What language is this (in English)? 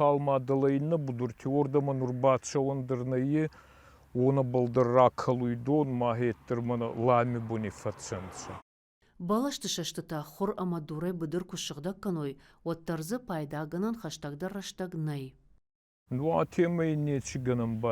Ossetic